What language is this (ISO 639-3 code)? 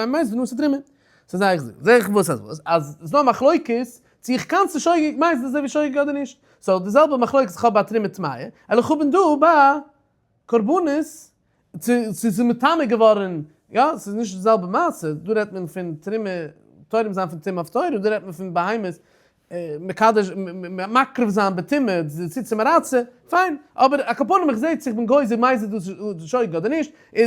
yid